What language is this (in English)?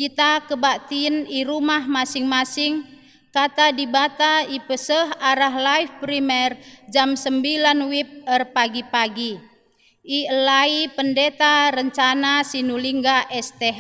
Batak Karo